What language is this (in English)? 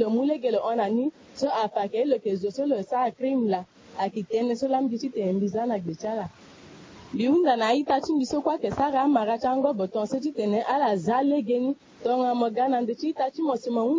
Sango